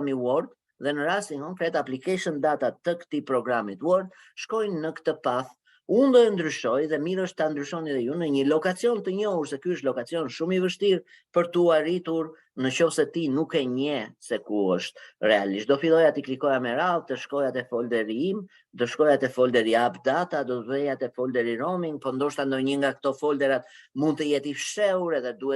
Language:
Albanian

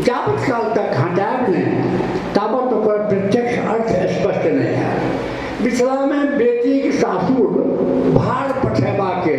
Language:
Maithili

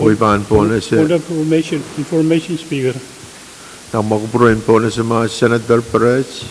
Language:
Pohnpeian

